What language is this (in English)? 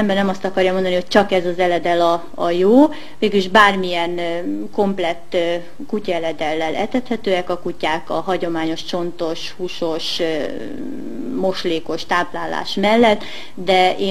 Hungarian